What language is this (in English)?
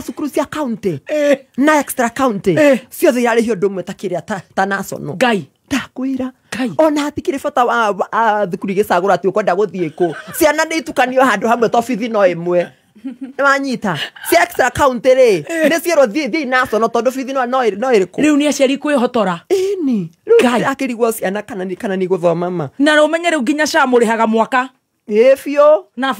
Kikuyu